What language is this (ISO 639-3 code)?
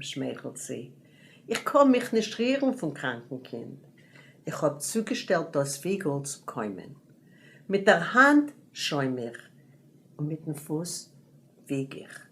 yid